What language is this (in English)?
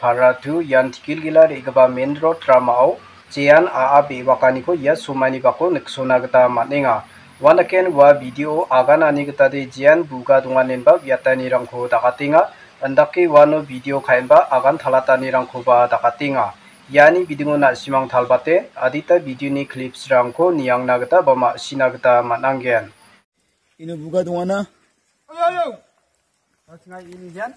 Garo